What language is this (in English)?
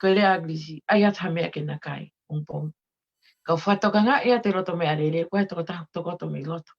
Tongan